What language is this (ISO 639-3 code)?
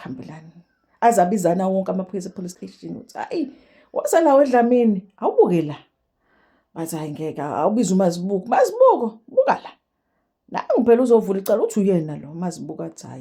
zul